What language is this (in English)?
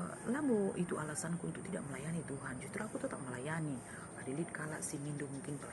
Batak Karo